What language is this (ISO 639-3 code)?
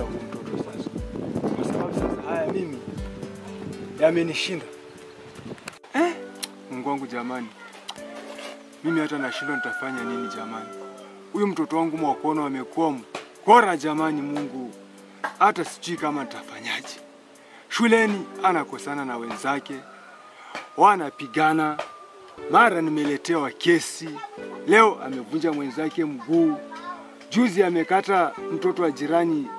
swa